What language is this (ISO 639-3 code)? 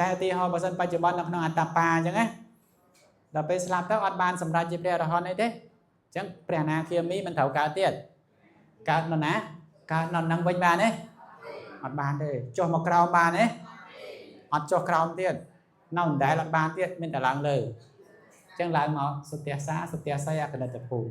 khm